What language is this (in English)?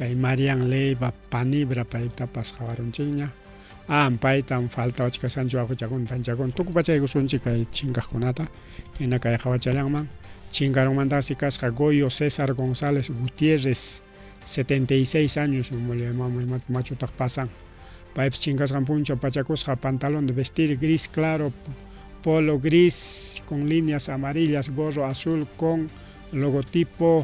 Ayacucho Quechua